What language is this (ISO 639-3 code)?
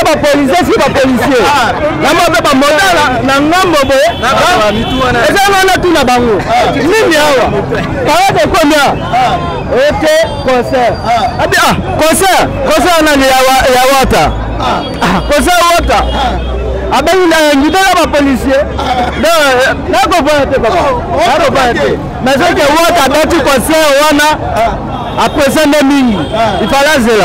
lin